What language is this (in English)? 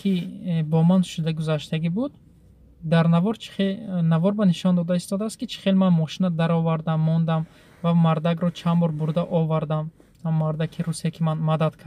Tajik